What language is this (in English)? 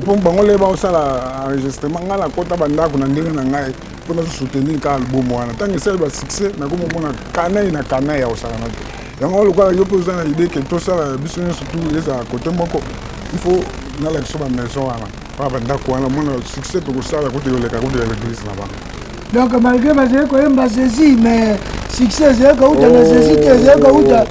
Lingala